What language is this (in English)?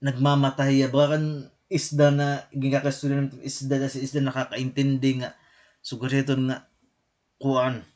Waray